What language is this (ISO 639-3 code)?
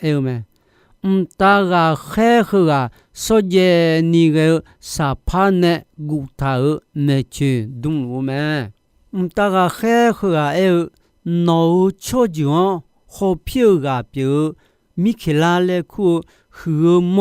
ahk